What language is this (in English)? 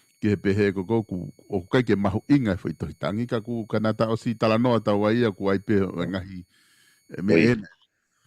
Tongan